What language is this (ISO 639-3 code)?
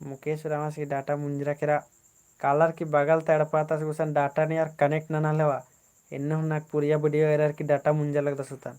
kru